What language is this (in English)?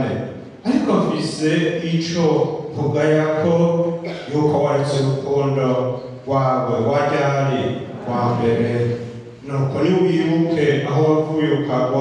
Rundi